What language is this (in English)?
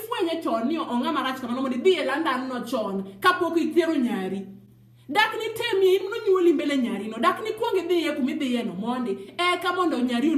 Luo (Kenya and Tanzania)